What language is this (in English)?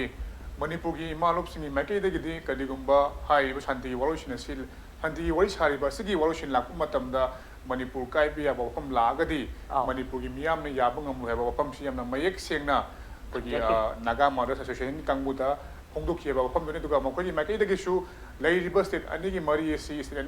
Manipuri